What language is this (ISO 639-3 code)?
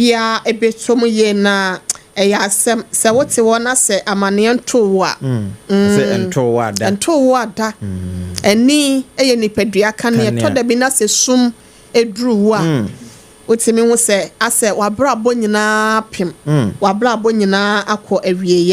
aka